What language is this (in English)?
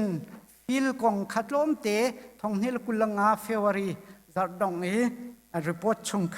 Hakha Chin